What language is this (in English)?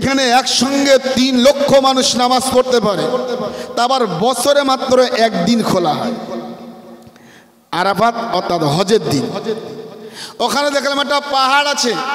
Bangla